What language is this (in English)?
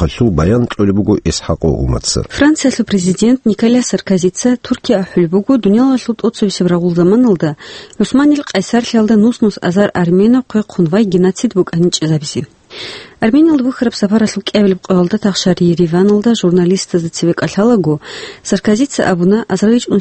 Avaric